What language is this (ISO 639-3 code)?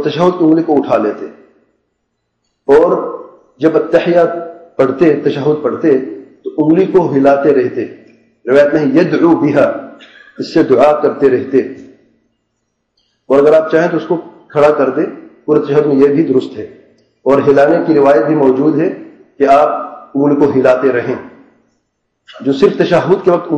urd